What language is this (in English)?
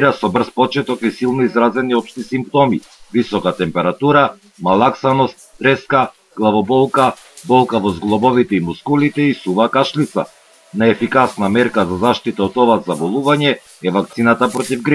Macedonian